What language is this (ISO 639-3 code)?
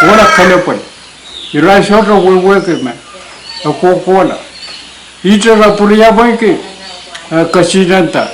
pon